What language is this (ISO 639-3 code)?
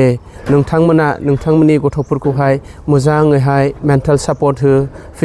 brx